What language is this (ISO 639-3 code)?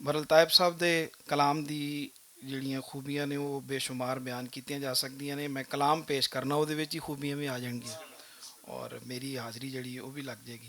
lah